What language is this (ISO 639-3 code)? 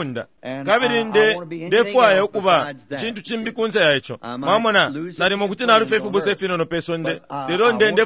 bem